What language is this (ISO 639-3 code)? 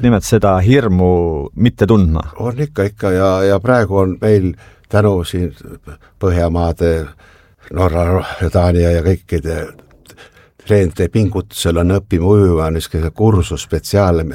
est